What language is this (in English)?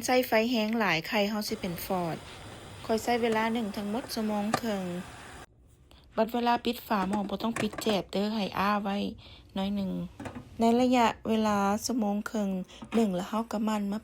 Lao